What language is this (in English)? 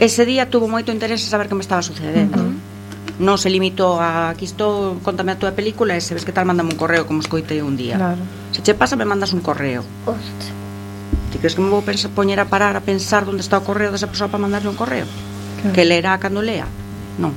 Galician